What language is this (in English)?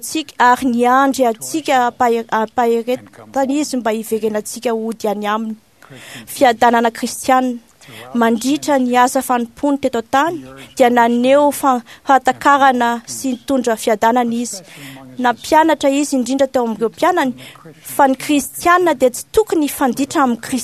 Malagasy